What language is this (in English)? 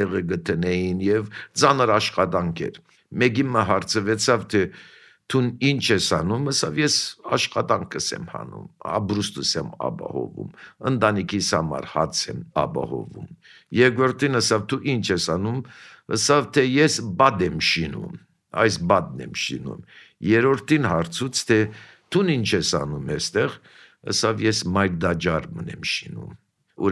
Armenian